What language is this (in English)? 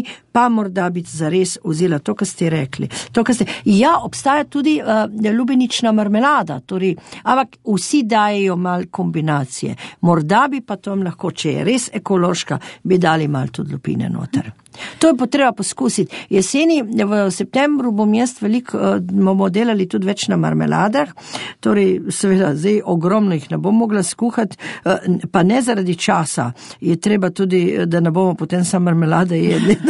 Slovenian